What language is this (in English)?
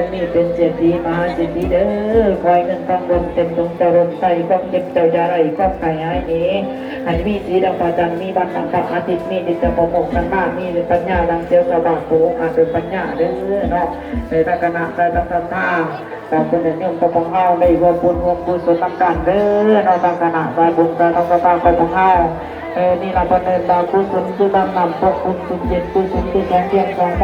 Northeastern Thai